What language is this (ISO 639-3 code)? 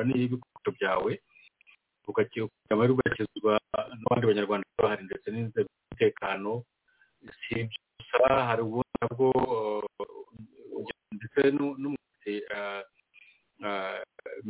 kin